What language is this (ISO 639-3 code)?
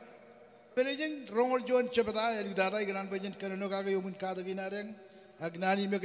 mah